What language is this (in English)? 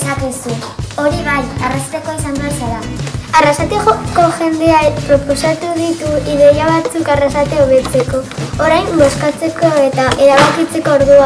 Basque